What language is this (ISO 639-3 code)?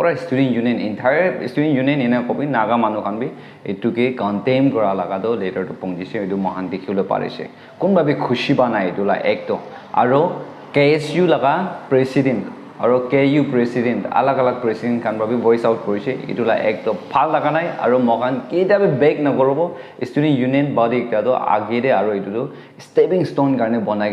nag